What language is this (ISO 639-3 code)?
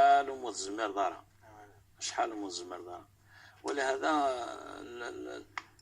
kab